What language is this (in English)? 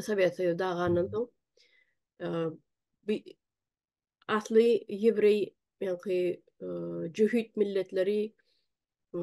Turkmen